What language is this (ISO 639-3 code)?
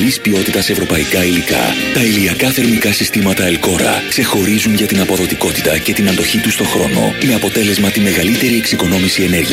ell